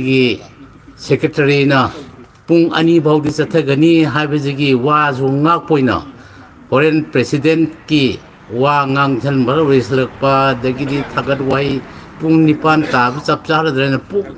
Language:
Manipuri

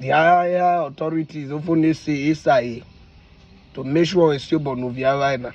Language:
Urhobo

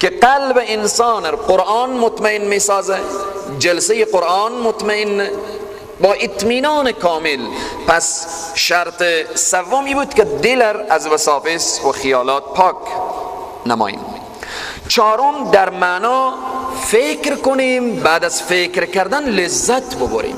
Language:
Persian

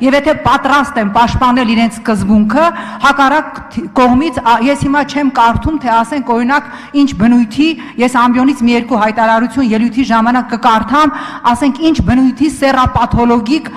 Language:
Armenian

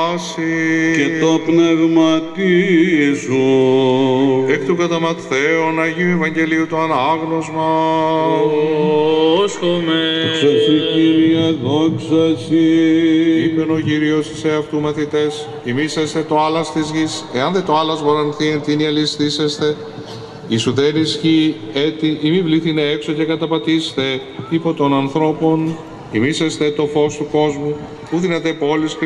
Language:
Greek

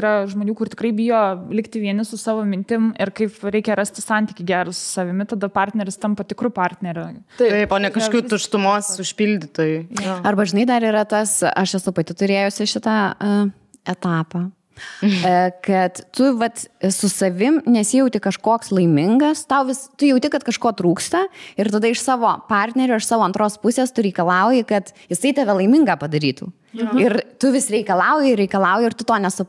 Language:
Lithuanian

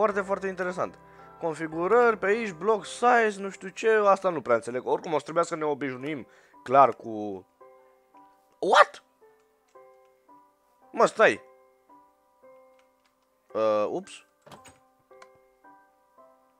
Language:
Romanian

